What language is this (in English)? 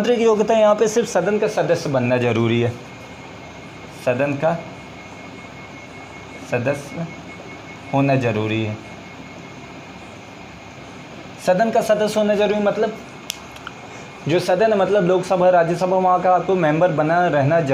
Hindi